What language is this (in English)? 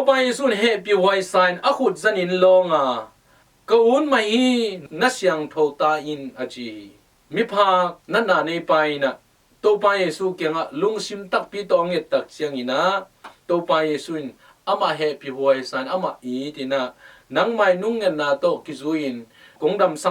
Tedim Chin